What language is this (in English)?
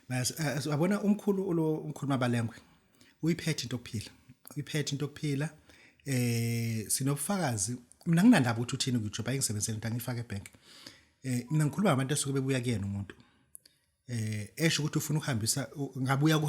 Zulu